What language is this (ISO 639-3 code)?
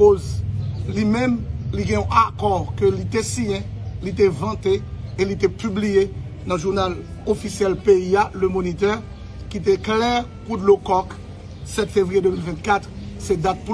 hat